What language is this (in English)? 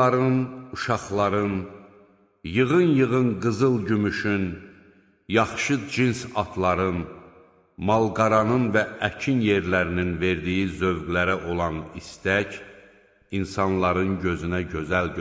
Azerbaijani